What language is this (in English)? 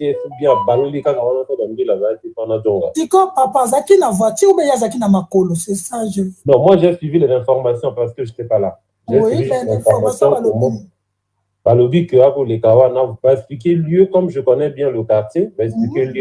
Lingala